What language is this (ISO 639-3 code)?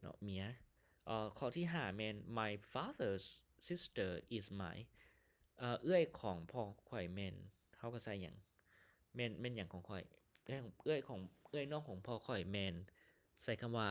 lao